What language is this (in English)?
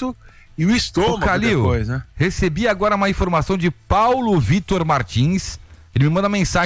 Portuguese